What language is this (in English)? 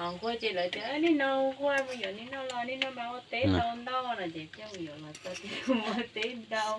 Hmong